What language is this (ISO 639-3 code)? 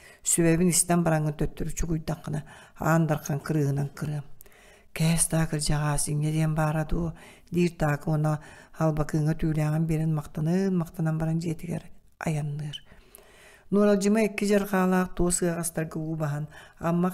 sah